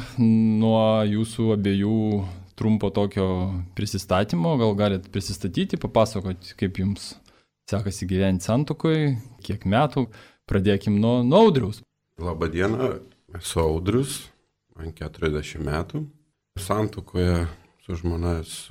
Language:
Lithuanian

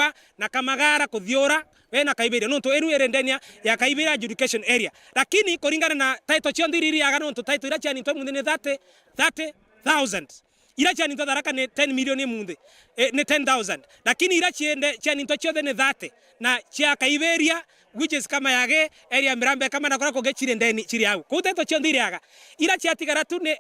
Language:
Meru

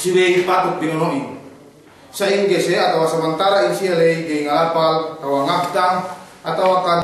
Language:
Yakan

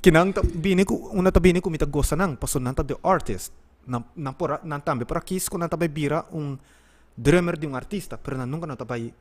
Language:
Papiamento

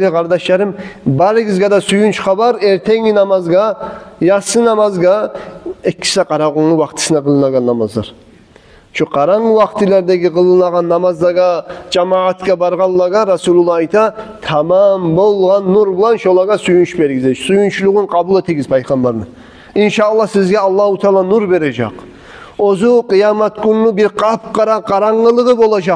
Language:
Kumyk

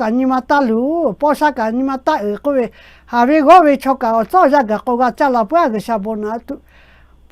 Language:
Lahu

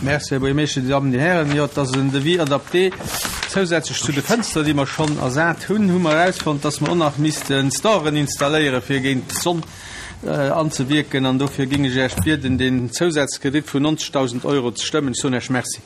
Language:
Luxembourgish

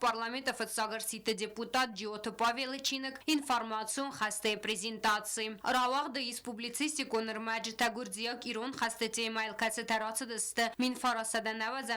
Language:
Ossetic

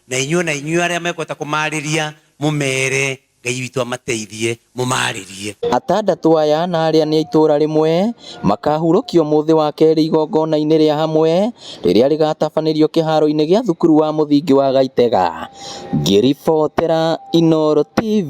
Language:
Kikuyu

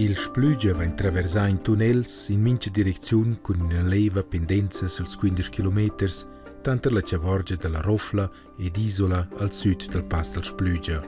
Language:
Romansh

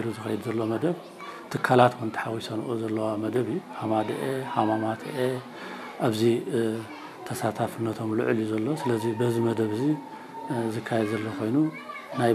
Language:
Tigrinya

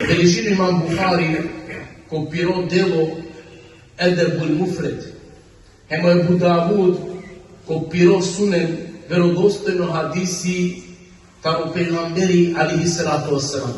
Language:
Balkan Romani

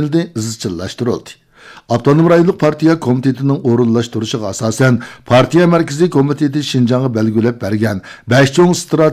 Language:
Uyghur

